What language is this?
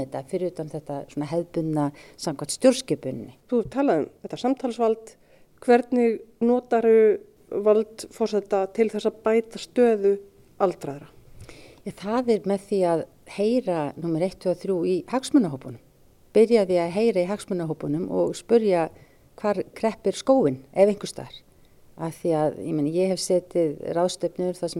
Icelandic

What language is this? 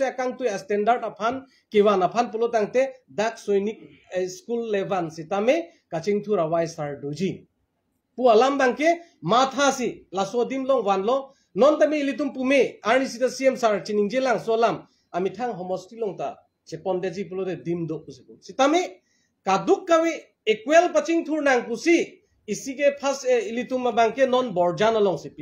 Karbi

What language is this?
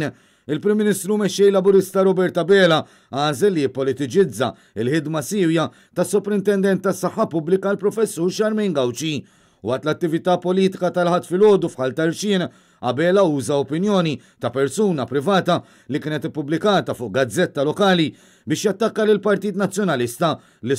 Maltese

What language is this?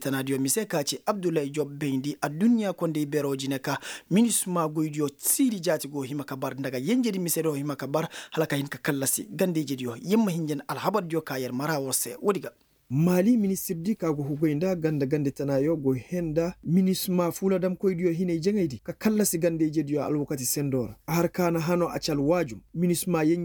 Koyraboro Senni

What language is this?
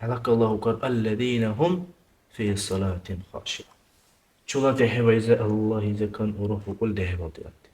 Dargwa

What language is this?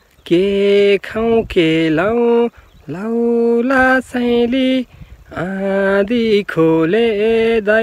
Nepali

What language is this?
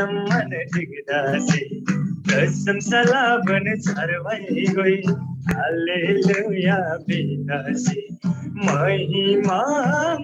Eastern Tamang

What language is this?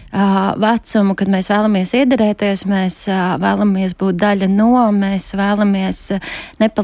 Latvian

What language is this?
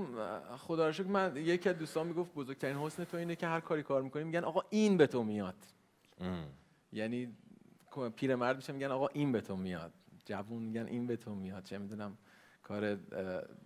Persian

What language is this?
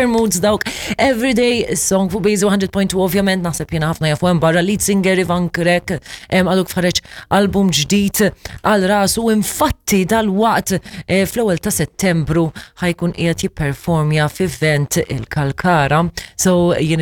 Maltese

